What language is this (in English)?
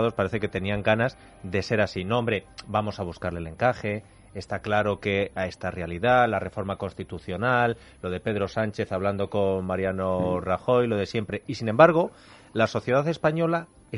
Spanish